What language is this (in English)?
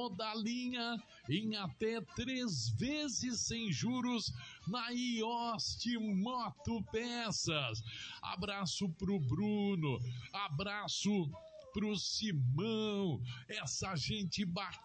Portuguese